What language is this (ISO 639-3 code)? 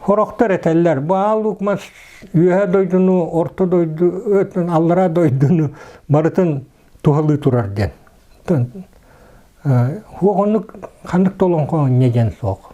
sah